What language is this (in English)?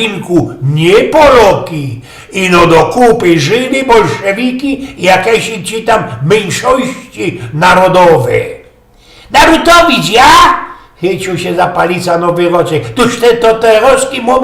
Silesian